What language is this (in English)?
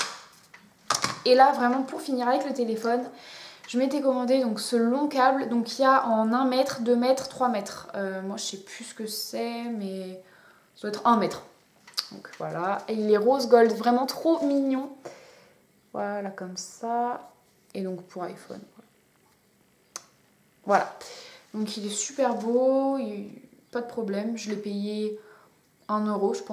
French